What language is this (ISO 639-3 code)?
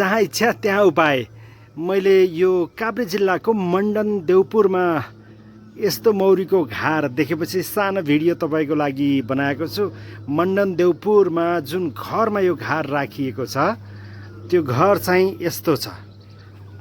nep